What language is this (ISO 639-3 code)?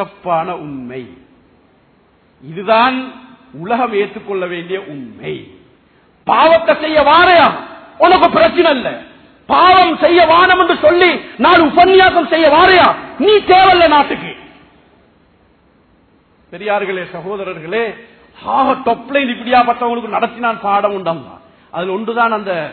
tam